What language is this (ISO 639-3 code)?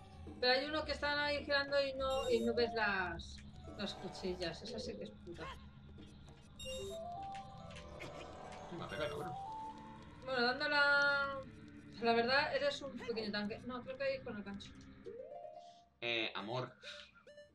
spa